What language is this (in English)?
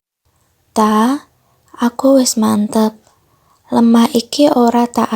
Javanese